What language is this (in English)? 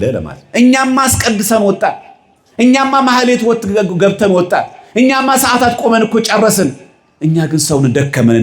Amharic